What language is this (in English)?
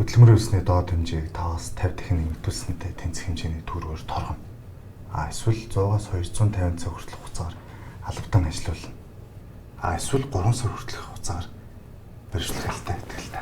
Mongolian